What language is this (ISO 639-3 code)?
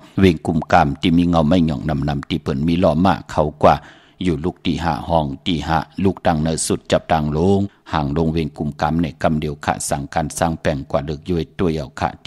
shn